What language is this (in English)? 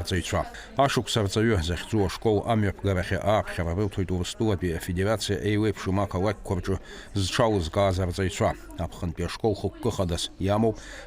Abkhazian